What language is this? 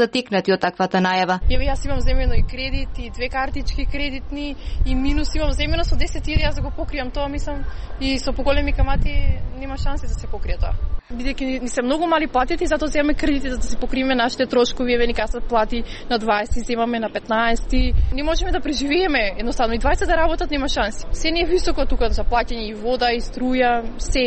Macedonian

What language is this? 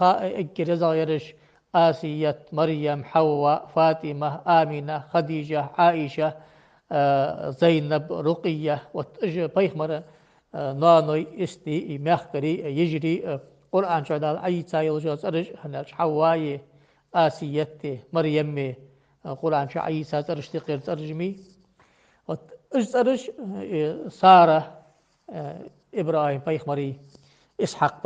Ingush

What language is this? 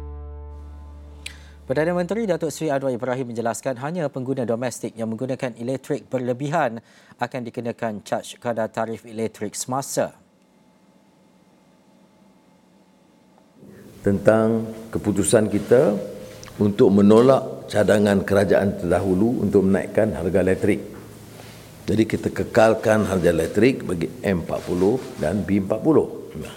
Malay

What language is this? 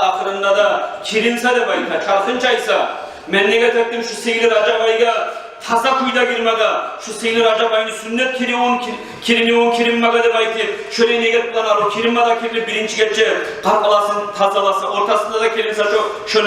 Kumyk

